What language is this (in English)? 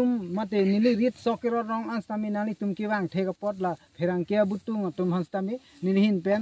Karbi